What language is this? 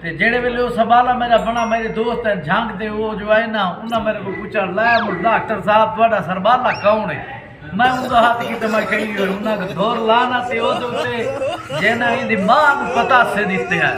Saraiki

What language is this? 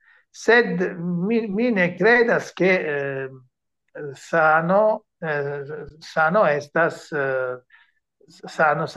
Esperanto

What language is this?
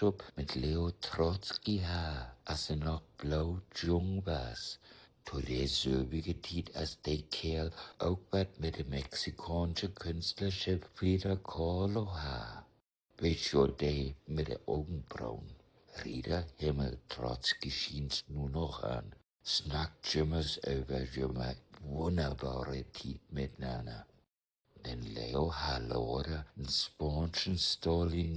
Low German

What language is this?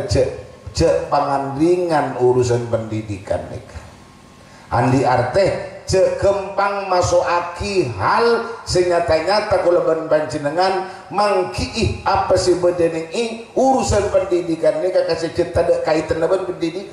Madurese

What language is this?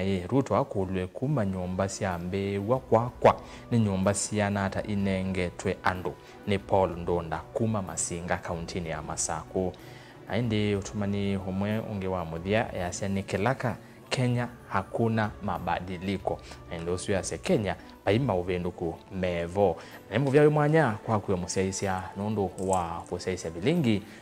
Kamba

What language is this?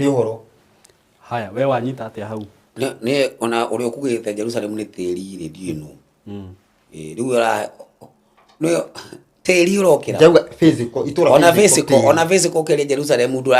Kikuyu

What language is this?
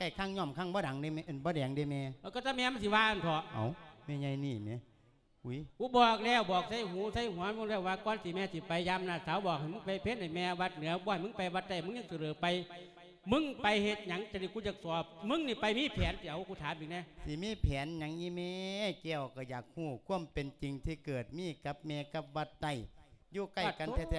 Lao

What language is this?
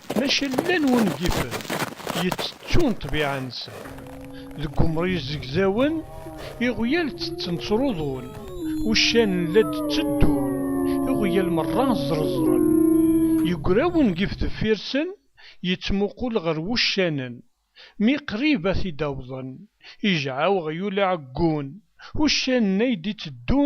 Kabyle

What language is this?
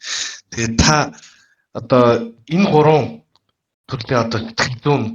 Mongolian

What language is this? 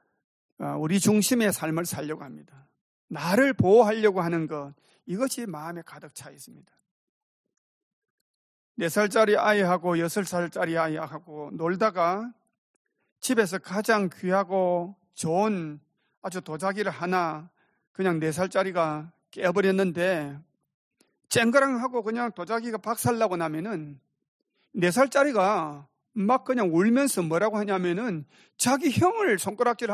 Korean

